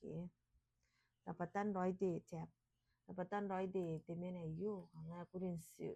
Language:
Gilbertese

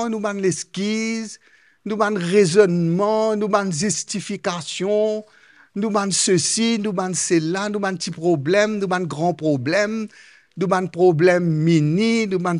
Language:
Morisyen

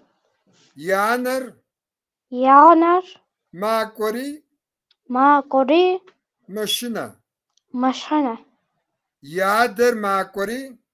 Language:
Kabardian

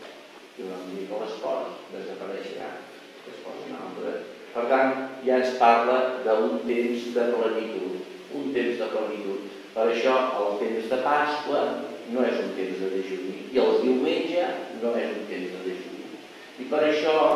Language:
Catalan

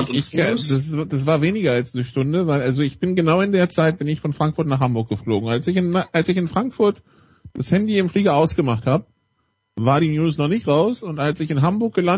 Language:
German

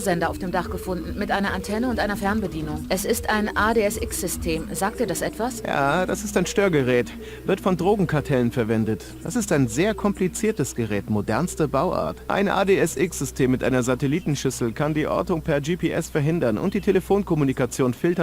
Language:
Bavarian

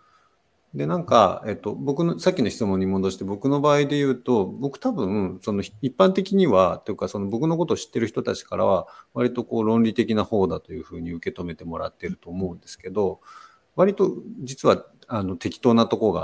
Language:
Japanese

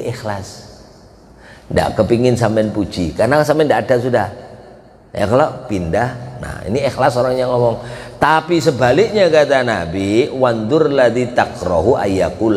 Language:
Indonesian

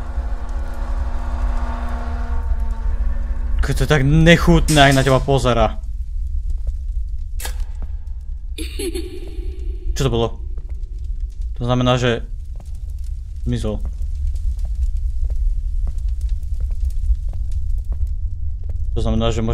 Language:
Slovak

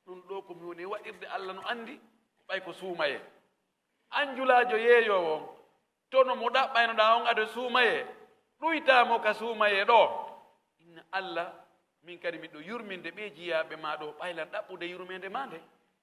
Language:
Fula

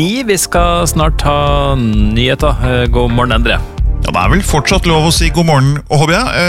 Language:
Norwegian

